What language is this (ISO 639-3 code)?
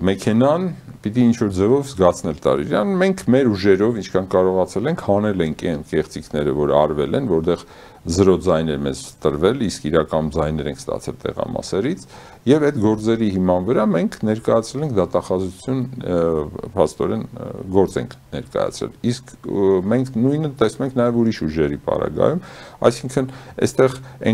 hye